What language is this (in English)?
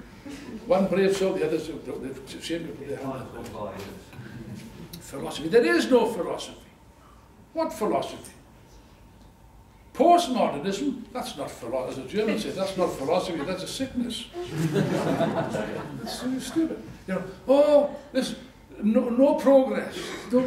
English